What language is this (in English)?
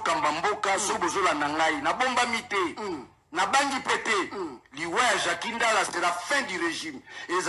Lingala